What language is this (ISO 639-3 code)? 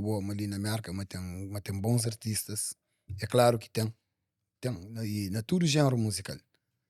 kea